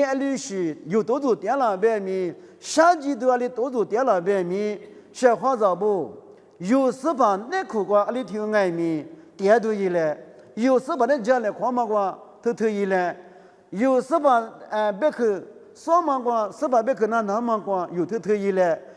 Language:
Lisu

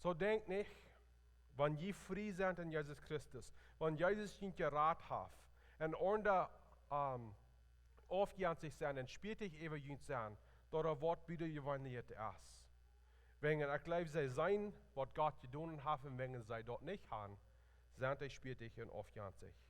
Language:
Plautdietsch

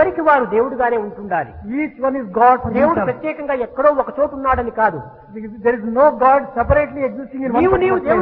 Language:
Telugu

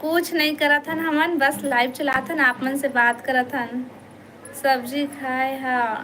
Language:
Chhattisgarhi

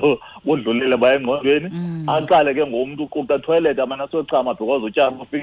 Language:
Xhosa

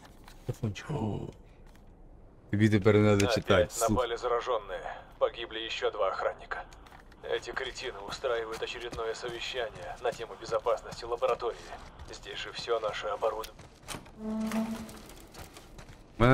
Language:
Ukrainian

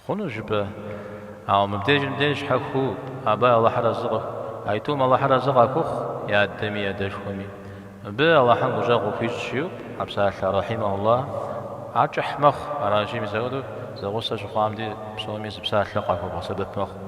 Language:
Kabardian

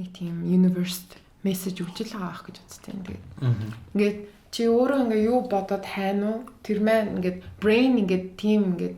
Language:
Mongolian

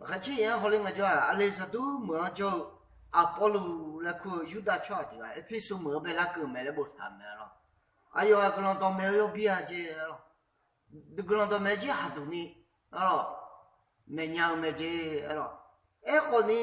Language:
Akha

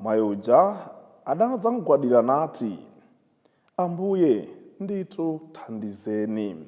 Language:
Nyanja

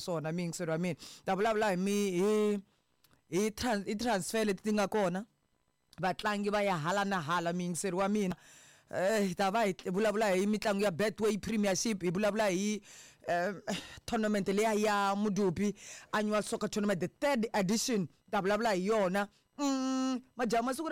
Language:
Tsonga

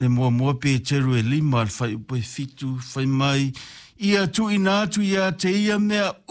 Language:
Samoan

